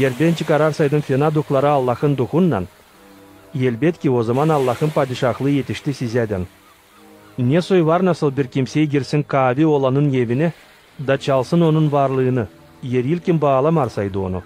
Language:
Gagauz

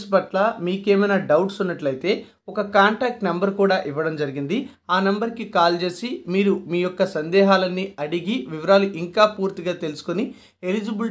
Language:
Telugu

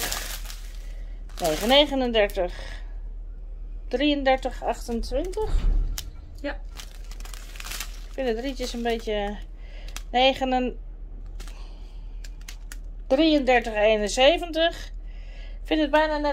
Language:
Dutch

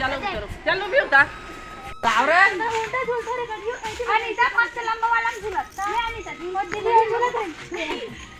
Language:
Chhattisgarhi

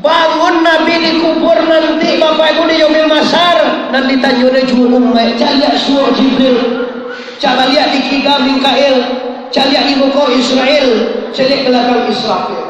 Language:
Minangkabau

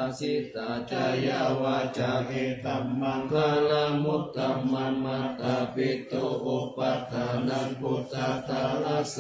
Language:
Pali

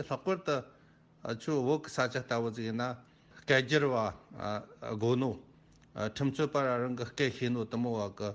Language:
Tibetan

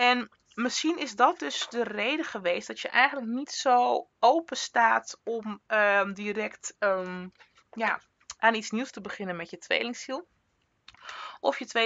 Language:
Dutch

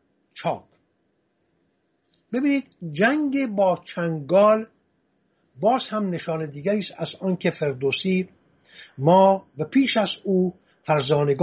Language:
Persian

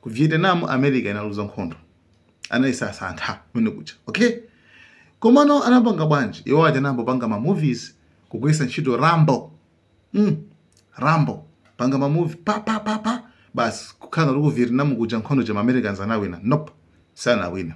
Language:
Nyanja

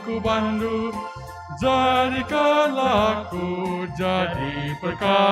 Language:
Batak Karo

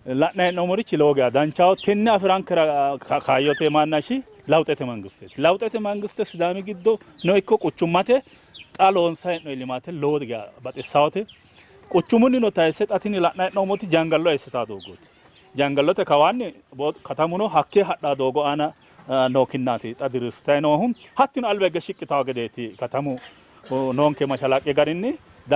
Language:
Sidamo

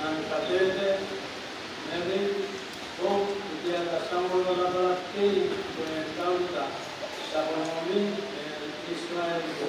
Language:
Pohnpeian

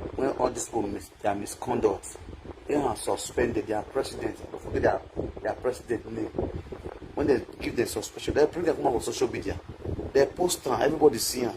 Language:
Nigerian Pidgin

